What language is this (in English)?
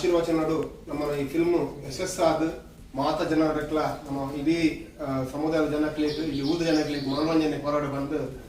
Tulu